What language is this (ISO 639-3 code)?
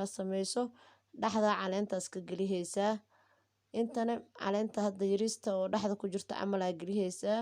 som